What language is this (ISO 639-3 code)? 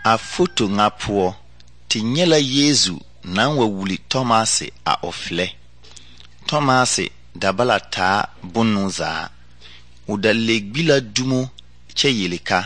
dga